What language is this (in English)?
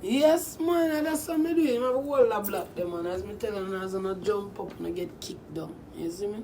Jamaican Creole English